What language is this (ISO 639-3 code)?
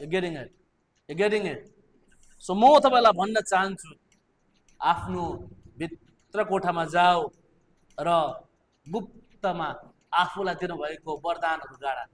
nep